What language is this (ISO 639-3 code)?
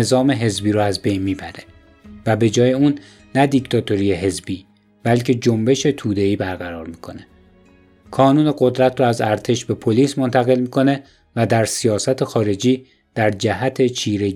fas